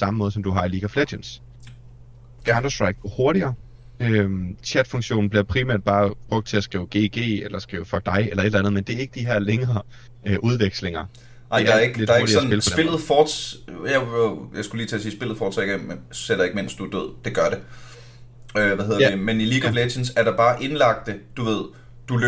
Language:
Danish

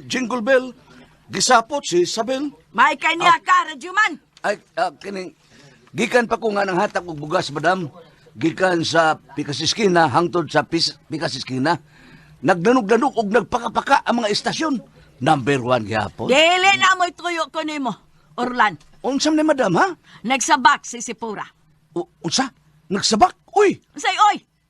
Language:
Cebuano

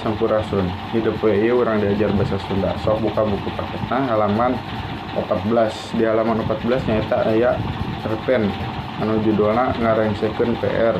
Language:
Sundanese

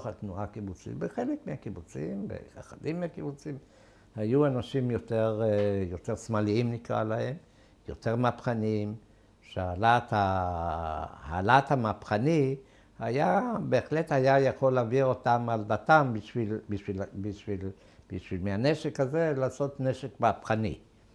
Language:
Hebrew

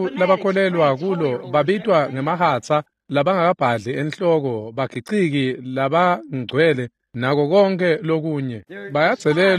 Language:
Swati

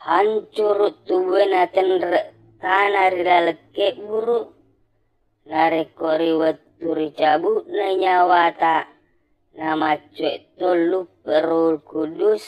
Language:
Buginese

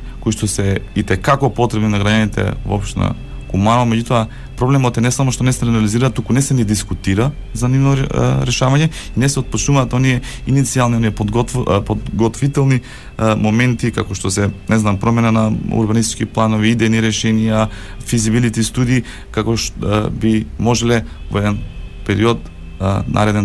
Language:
Macedonian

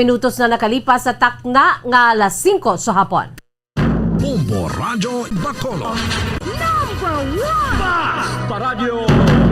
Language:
Hiligaynon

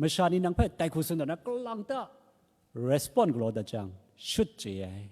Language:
Kachin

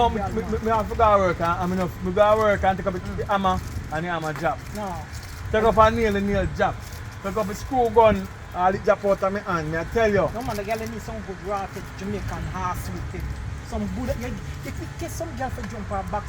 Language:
Jamaican Creole English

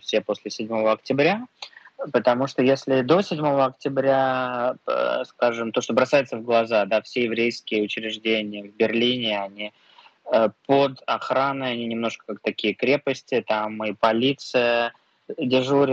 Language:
Russian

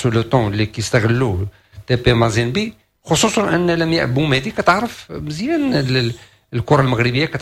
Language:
Moroccan Arabic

